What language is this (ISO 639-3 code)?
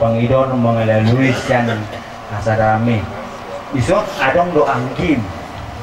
bbc